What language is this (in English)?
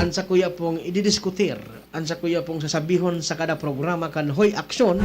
Bikol